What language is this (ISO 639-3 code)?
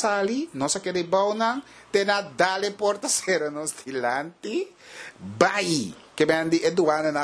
pap